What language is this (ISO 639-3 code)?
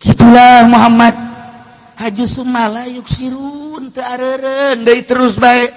sun